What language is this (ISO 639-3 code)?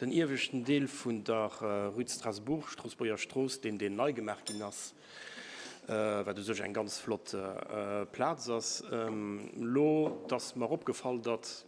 ltz